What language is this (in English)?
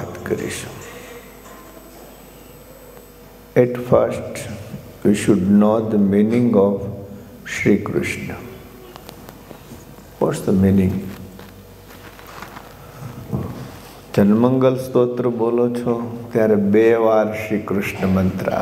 Gujarati